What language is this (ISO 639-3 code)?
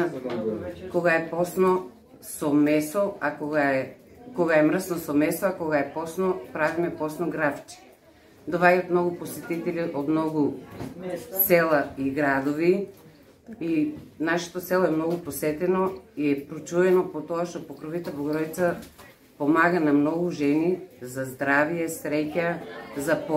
mkd